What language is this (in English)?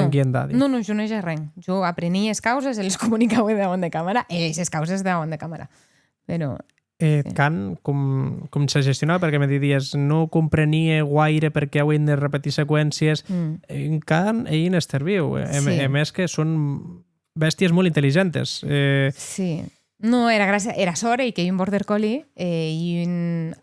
Occitan